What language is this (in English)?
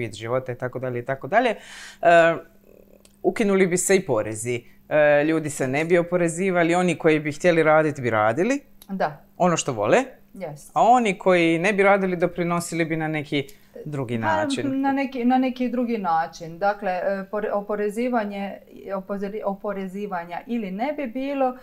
Croatian